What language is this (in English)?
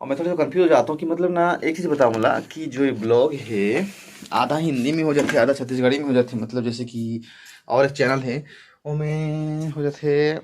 Chhattisgarhi